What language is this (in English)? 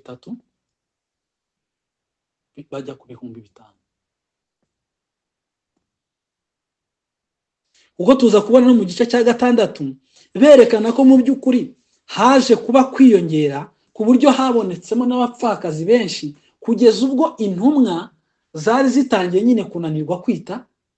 Kinyarwanda